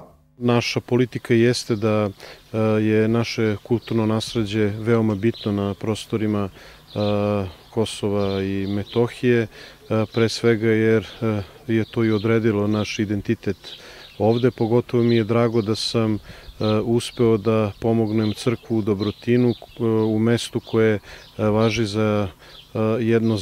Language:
Serbian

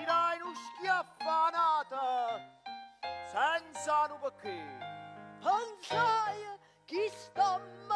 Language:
Neapolitan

